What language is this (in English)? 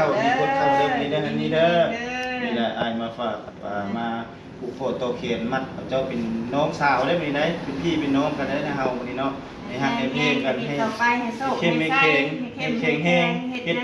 Northeastern Thai